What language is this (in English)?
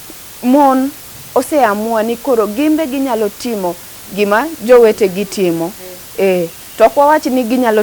Luo (Kenya and Tanzania)